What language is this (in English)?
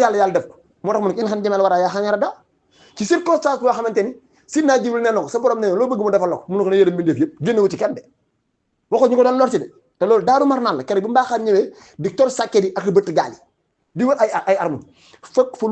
Wolof